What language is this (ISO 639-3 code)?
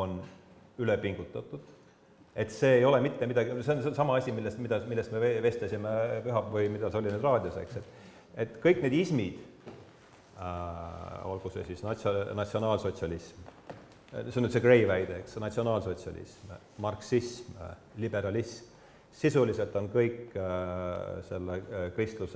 est